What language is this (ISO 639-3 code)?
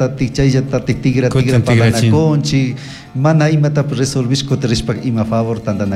qug